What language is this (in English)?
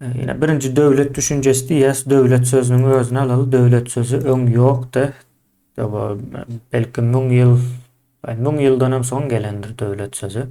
Turkmen